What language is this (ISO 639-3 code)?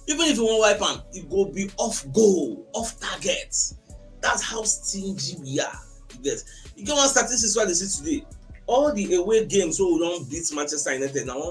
pcm